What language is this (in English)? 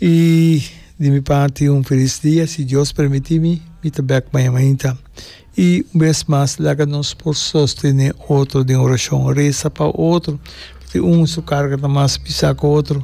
Papiamento